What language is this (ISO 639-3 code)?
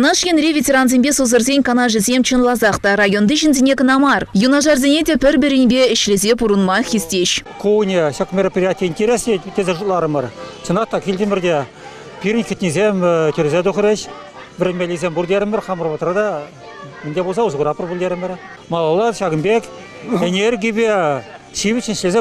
chv